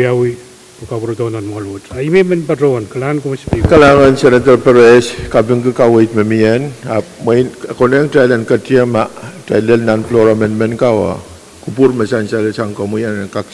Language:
Pohnpeian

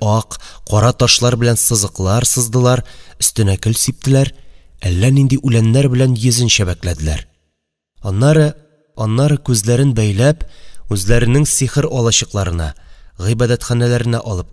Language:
Tatar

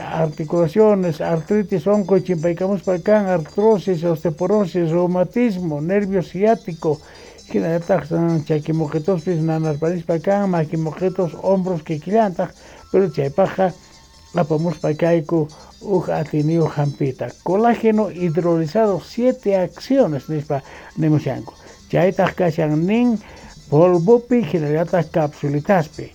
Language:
South Bolivian Quechua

